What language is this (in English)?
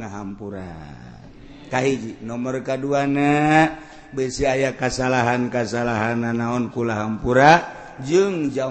Sundanese